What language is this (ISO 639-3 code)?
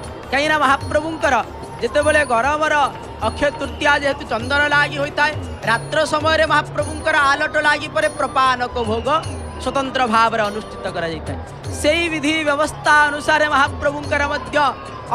ori